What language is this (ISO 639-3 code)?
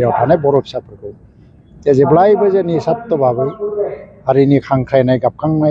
brx